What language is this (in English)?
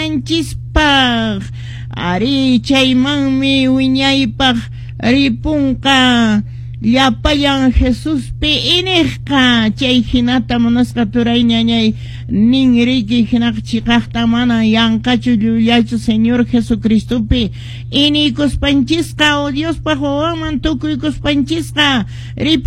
Quechua